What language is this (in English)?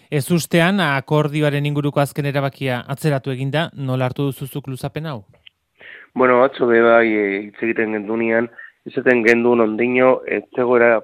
Basque